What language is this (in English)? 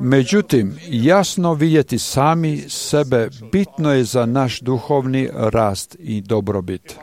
Croatian